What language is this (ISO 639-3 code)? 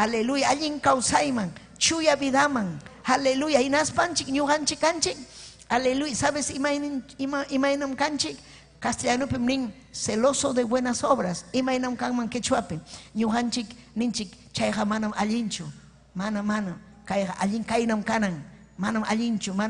quy